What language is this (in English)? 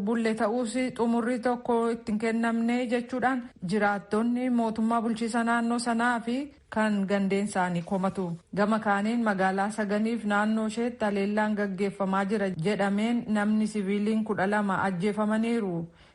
Oromo